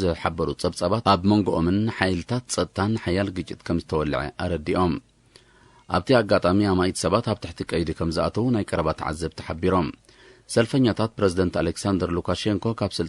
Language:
Tigrinya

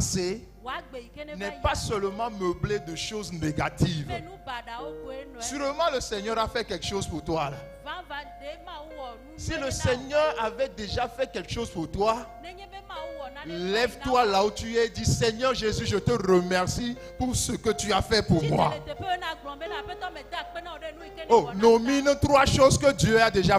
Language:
Ewe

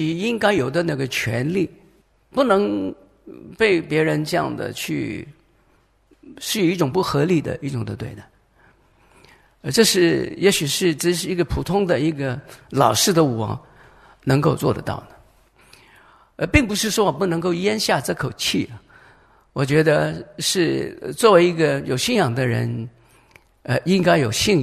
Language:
Chinese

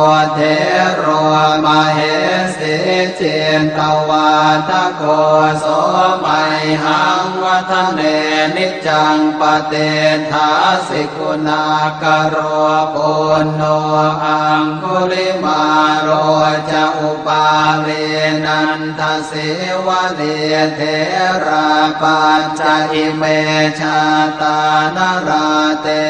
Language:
Pali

